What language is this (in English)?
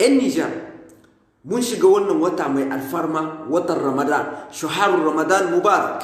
Hausa